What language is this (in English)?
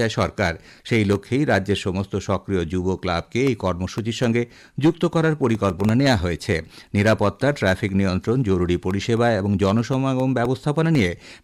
Bangla